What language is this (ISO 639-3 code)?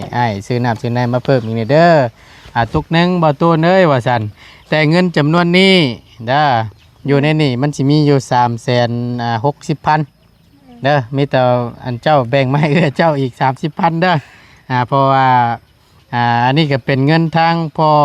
tts